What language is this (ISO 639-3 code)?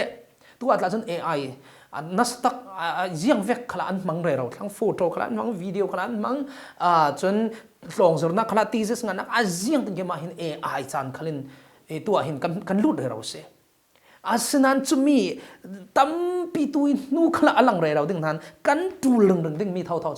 cfm